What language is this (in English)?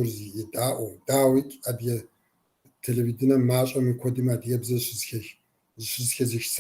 Kabardian